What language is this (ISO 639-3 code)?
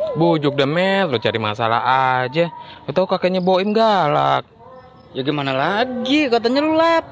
bew